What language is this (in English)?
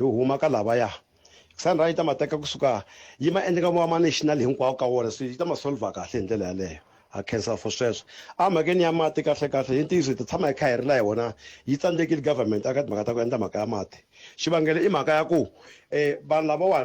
Tsonga